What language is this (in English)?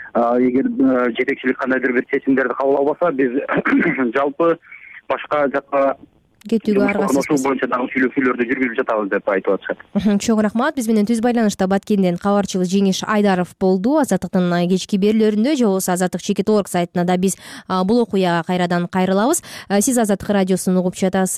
Kyrgyz